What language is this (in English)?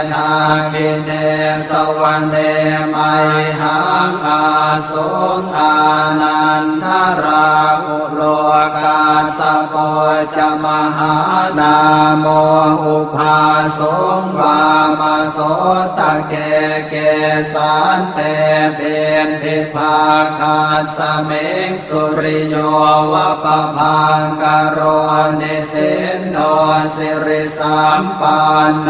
Pali